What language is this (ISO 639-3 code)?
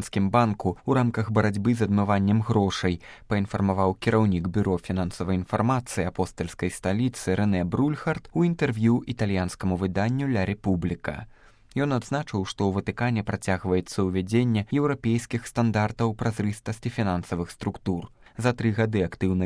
bel